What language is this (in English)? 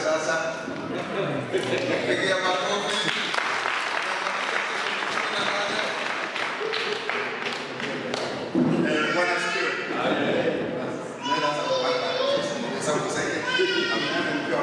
Swahili